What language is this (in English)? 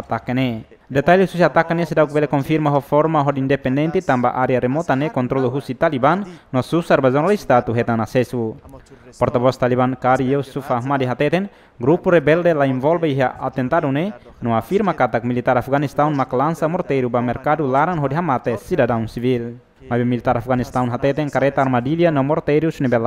Tetum